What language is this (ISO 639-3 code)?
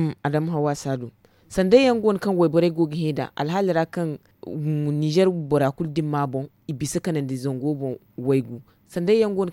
dje